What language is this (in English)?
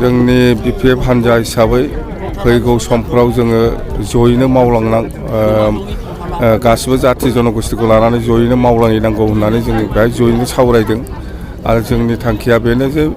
Bodo